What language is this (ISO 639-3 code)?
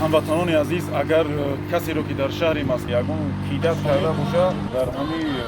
tgk